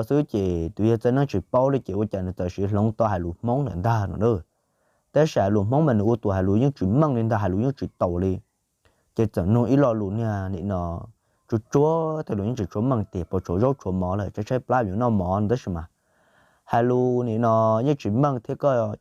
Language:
Hmong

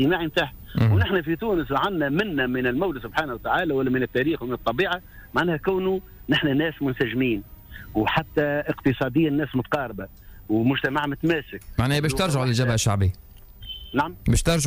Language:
Tunisian Arabic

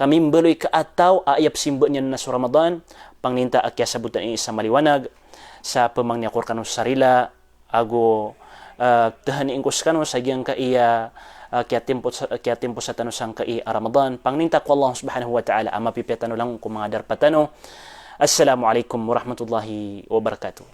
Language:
Maranao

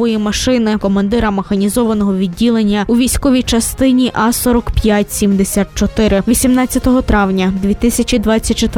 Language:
Ukrainian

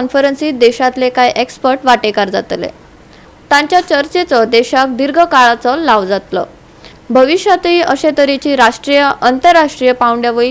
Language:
Konkani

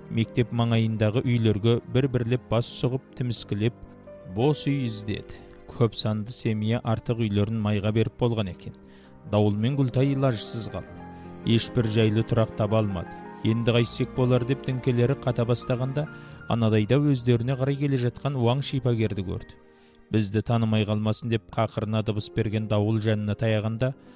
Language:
Kazakh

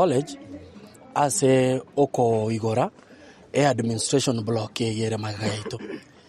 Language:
Gusii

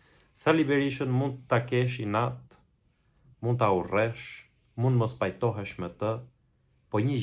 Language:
Albanian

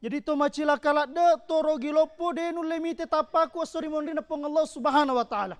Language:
Buginese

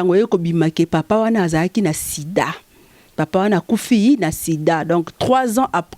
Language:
Lingala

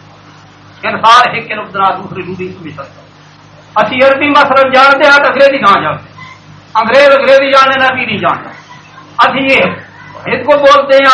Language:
Urdu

